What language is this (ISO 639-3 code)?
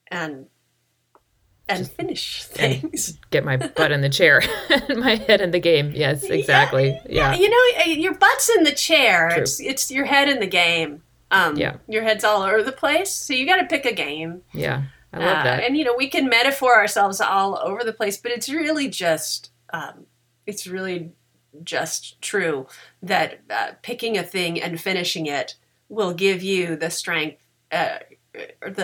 eng